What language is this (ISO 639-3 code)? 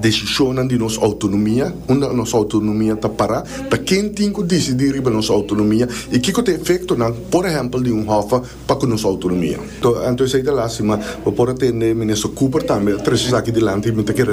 pap